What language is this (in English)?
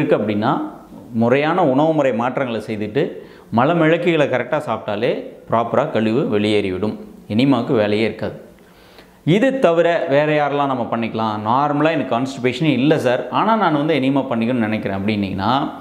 Tamil